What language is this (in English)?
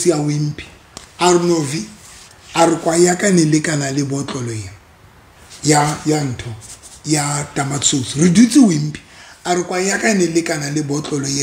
Southern Sotho